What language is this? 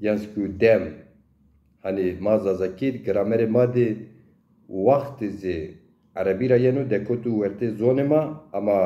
Zaza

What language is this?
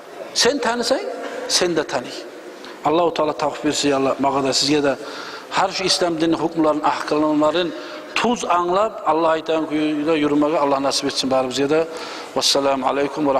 Kumyk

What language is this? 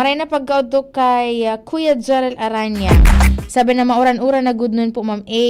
Bikol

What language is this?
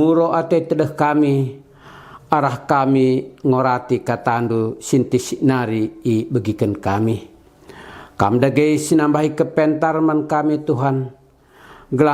Batak Karo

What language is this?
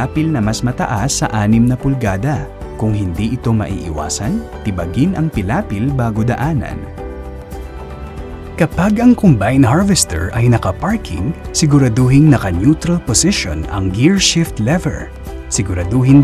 Filipino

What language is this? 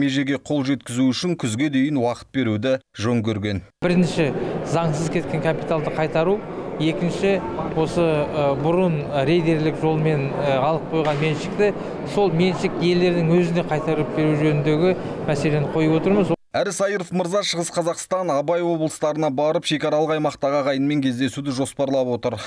Kazakh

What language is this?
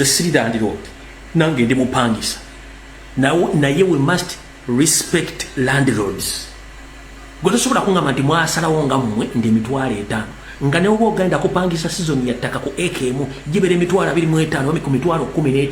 Ganda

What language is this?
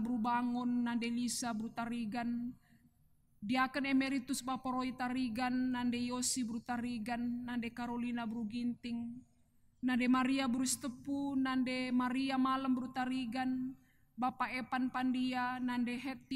Batak Karo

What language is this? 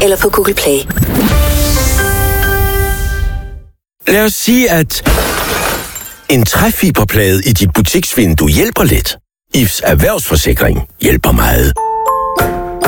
Danish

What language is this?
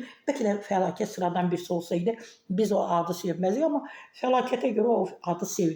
Azerbaijani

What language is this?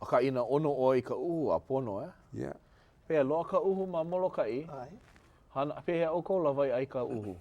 Hawaiian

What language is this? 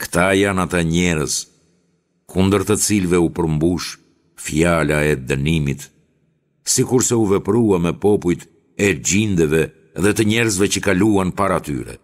Albanian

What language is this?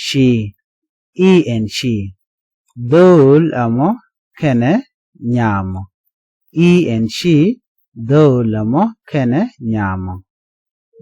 Nuer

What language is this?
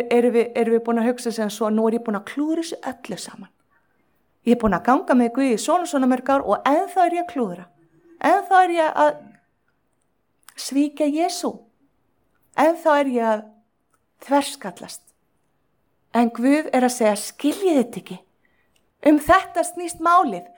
Icelandic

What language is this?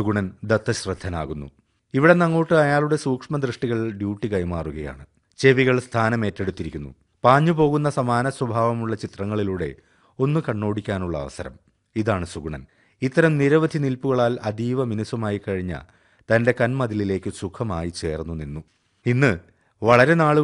Malayalam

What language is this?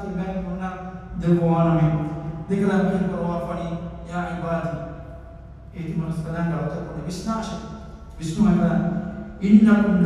Divehi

